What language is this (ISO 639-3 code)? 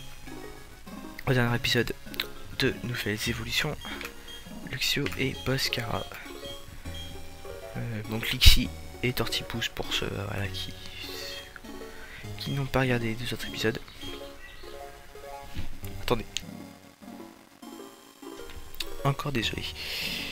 fra